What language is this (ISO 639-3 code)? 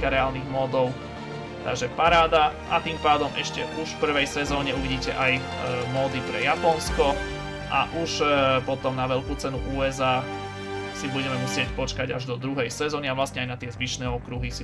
slk